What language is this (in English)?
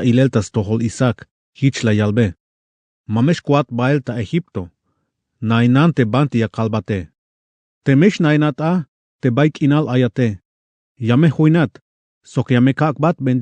Tzeltal